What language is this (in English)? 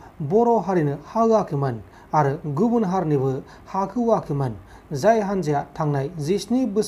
Bodo